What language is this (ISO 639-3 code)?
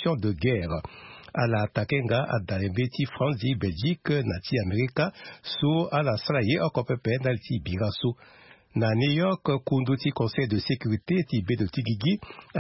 sag